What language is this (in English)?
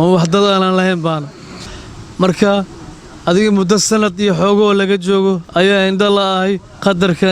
Somali